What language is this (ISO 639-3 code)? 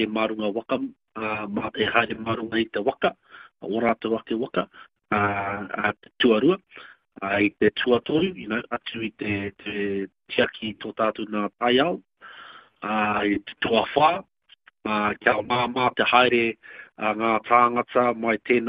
mri